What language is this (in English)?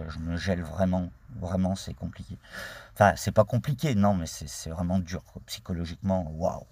French